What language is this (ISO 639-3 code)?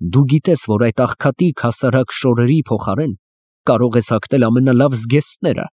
hye